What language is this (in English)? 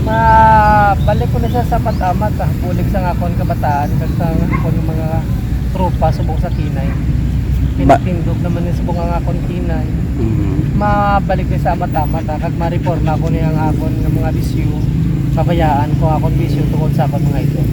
Hiligaynon